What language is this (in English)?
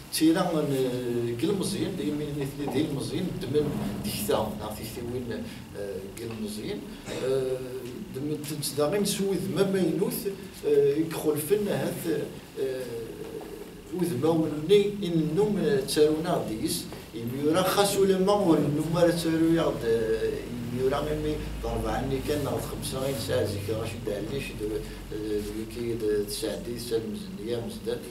Kabyle